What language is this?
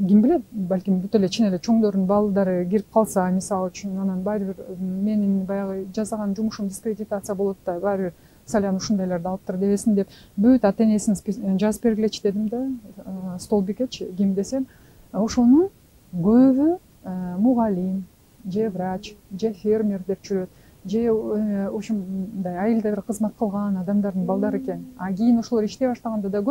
Kyrgyz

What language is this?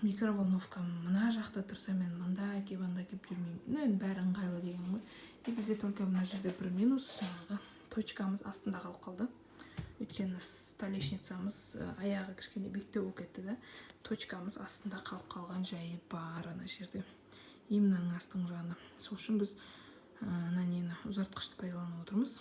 Kazakh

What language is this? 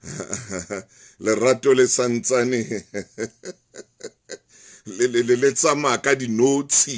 Southern Sotho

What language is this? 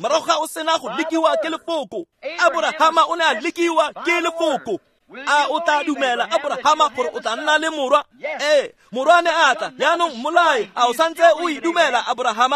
Tswana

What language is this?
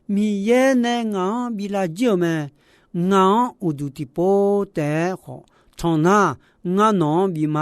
Akha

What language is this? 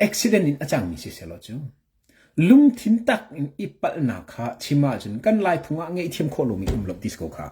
Hakha Chin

